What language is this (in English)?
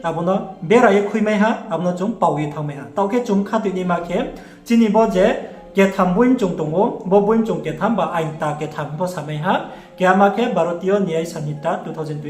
Riang (India)